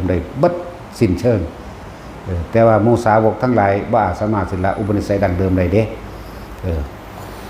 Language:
Northeastern Thai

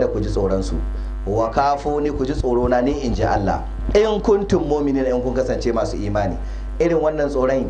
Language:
Hausa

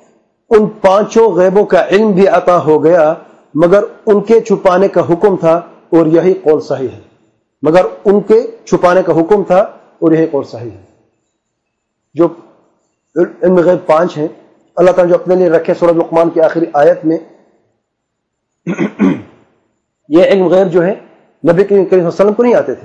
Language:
Urdu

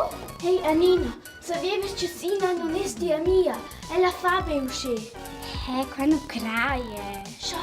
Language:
Romansh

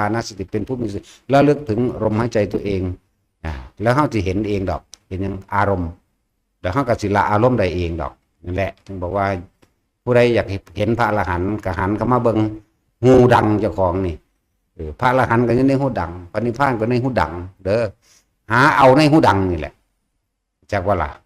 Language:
Northeastern Thai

